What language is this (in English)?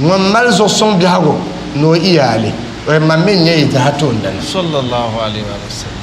Dagbani